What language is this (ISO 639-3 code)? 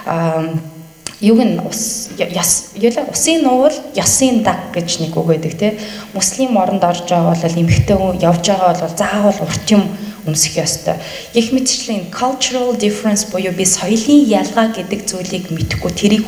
mon